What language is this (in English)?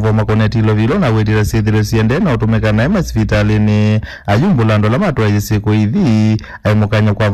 Kamba